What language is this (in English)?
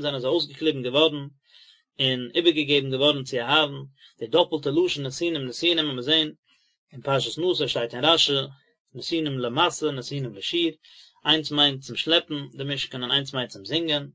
Yiddish